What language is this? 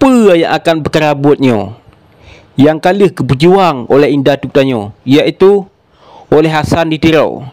Achinese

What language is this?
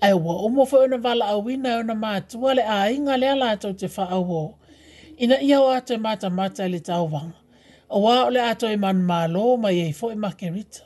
Samoan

